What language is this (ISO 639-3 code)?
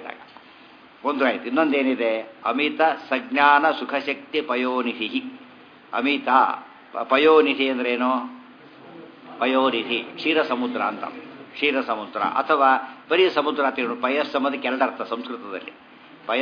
kan